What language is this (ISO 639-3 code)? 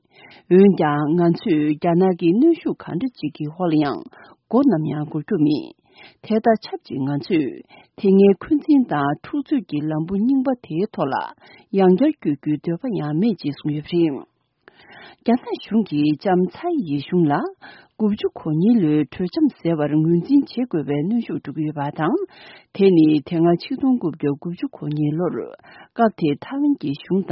bod